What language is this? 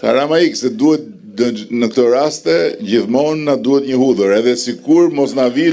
Albanian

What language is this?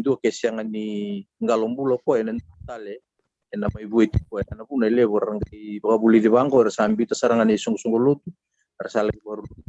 Fijian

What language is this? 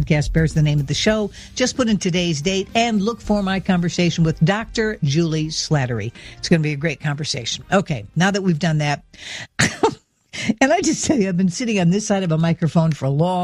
English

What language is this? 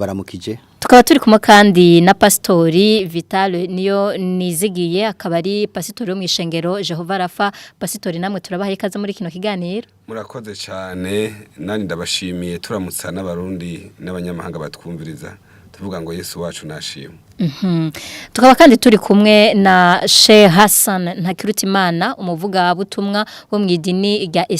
Rundi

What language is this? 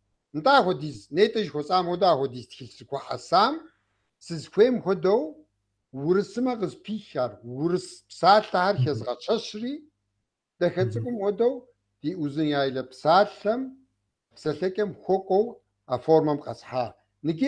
Kabardian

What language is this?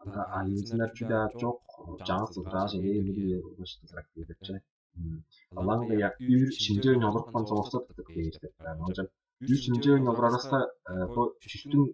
Tuvinian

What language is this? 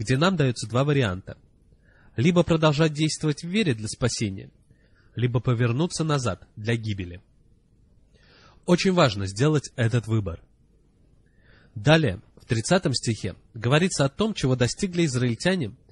Russian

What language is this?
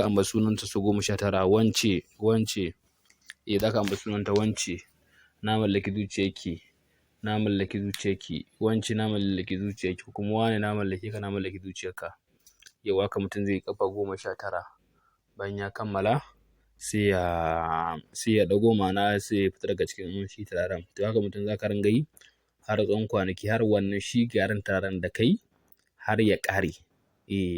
Hausa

